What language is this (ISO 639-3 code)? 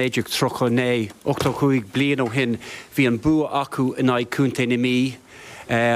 gle